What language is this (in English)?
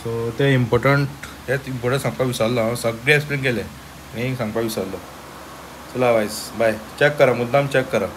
Konkani